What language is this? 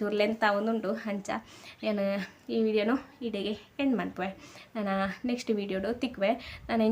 Tulu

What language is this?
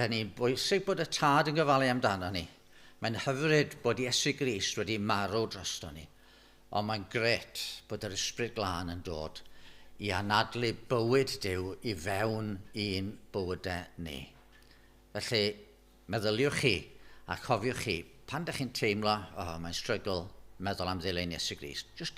Welsh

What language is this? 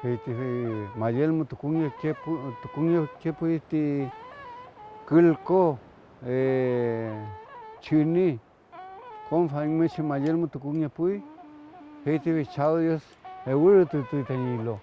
Mapuche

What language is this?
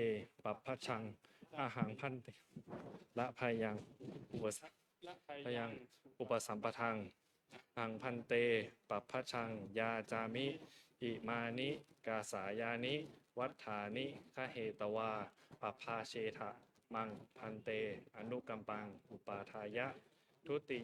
Pali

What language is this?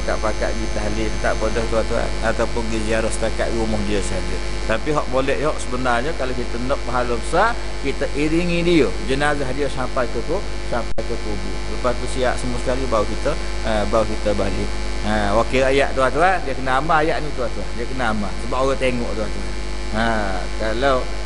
Malay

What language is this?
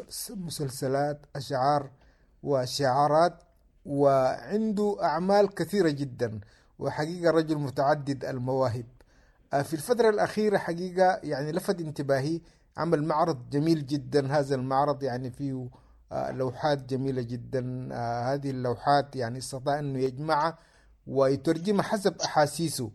Sudanese Arabic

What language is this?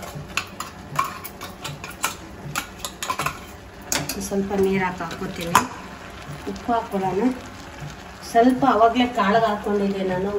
Kannada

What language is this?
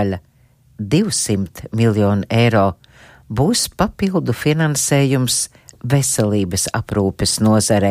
Latvian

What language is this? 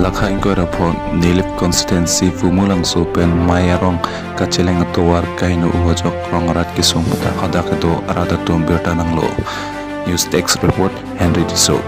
Karbi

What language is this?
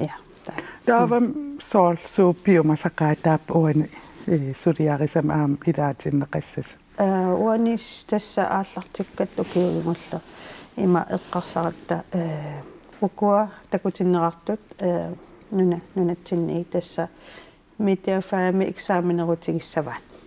Kalaallisut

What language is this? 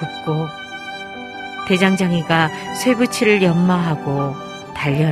Korean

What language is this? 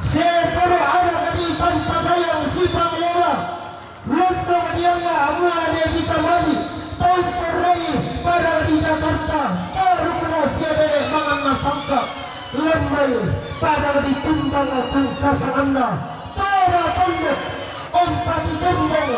Toraja-Sa'dan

